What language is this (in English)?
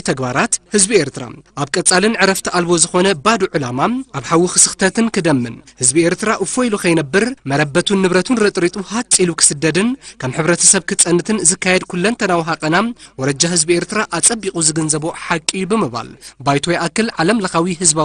Tigrinya